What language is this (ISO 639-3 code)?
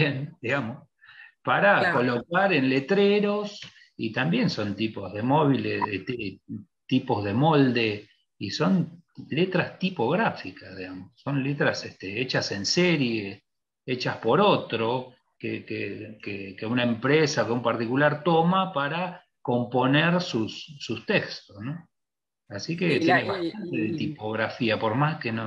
spa